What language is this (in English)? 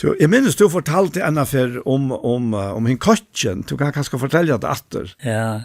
Faroese